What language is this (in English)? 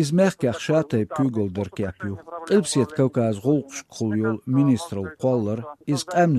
Latvian